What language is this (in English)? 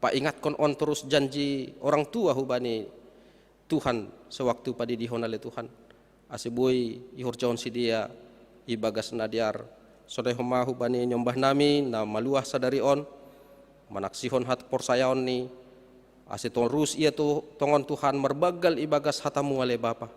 Batak Simalungun